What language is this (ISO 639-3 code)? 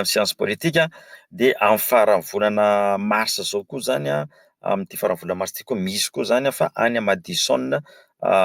mlg